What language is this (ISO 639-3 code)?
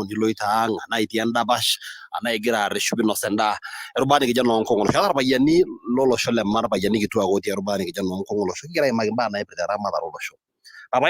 mas